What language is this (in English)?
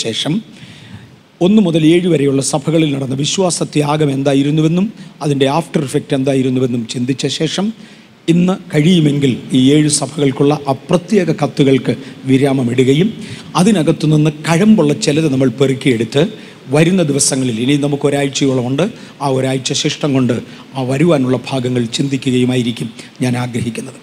Malayalam